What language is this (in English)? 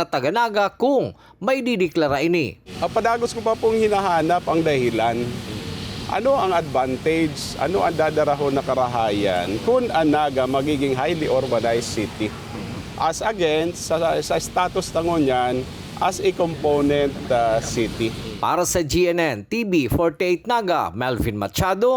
Bikol